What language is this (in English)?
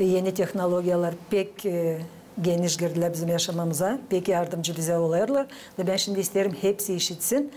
Gagauz